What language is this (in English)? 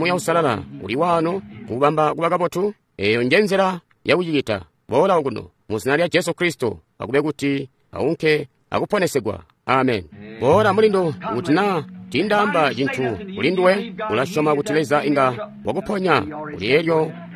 Tonga (Zambia)